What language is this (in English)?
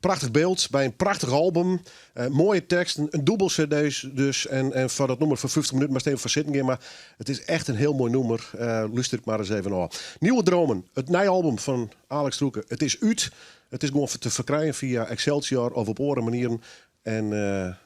Western Frisian